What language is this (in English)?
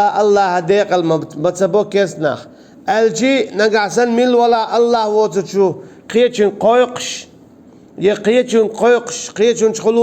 Chechen